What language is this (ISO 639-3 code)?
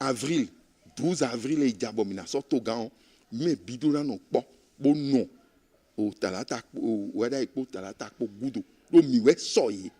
fon